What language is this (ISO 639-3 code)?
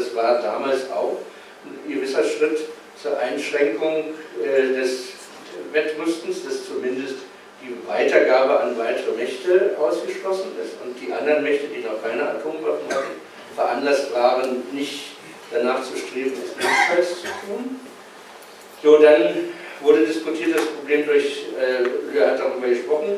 deu